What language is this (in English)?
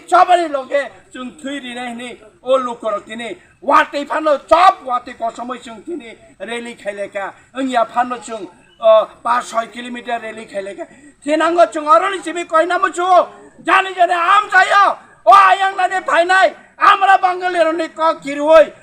Kok Borok